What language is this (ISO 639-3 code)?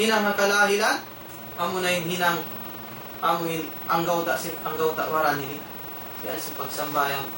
tsg